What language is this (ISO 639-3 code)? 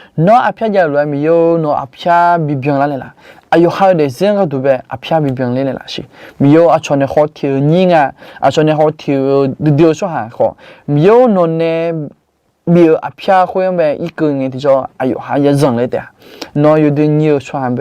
ahk